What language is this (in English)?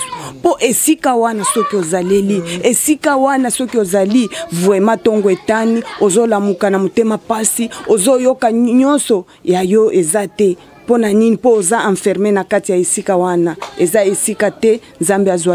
Lingala